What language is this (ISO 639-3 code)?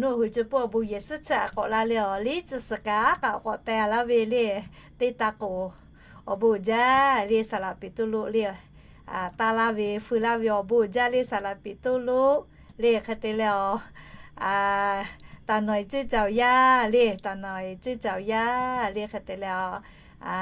lhu